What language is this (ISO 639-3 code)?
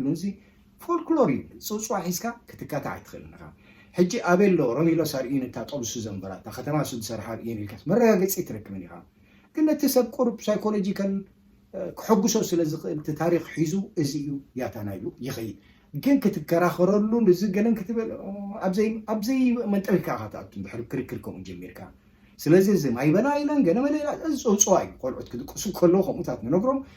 tir